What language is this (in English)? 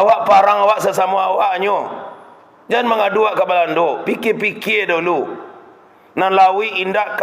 Minangkabau